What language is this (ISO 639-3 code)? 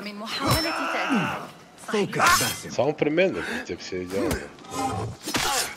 bul